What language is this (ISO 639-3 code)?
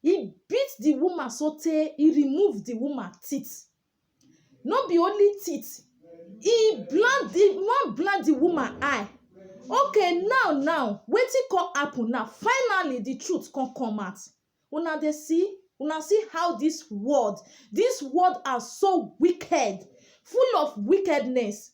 pcm